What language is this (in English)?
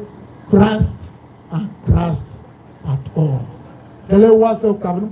Tiv